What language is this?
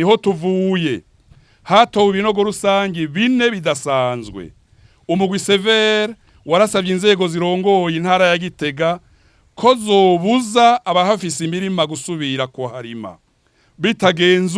Rundi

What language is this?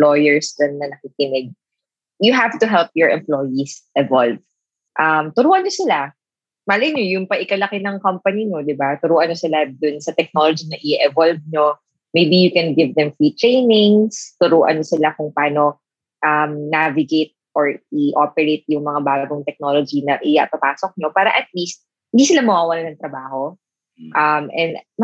Filipino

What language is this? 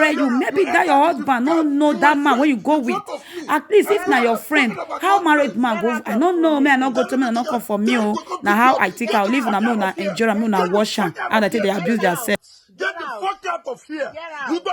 Nigerian Pidgin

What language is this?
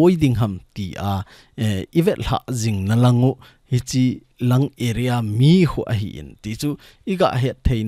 Thado Chin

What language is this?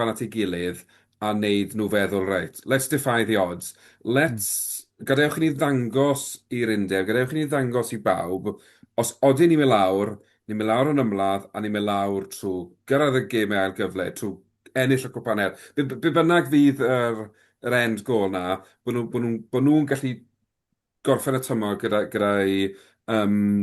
Welsh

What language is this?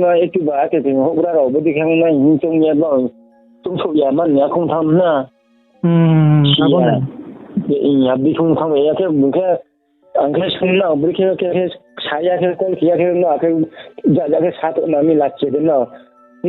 Riang (India)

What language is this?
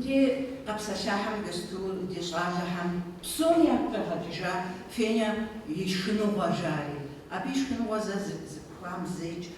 Kabardian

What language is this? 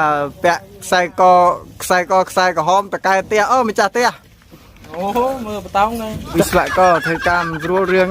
Khmer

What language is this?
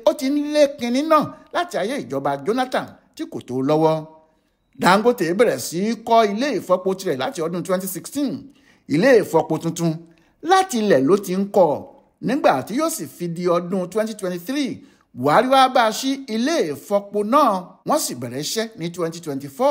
Yoruba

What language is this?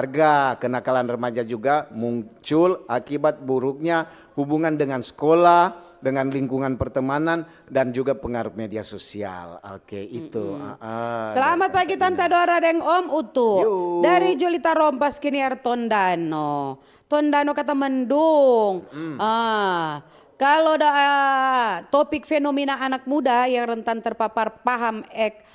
Manado Malay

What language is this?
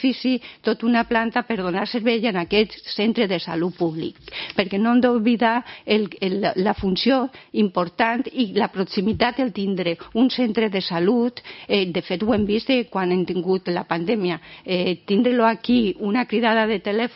Catalan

